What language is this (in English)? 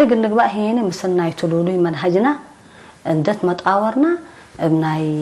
Tigre